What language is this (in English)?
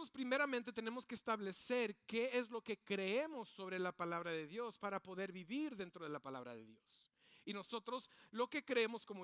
Spanish